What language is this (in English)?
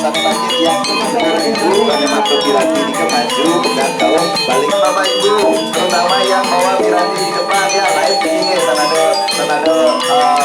Balinese